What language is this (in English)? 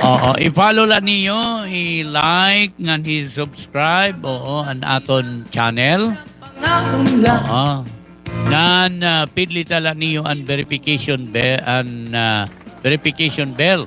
Waray